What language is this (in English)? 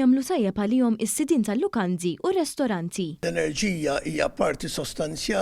Maltese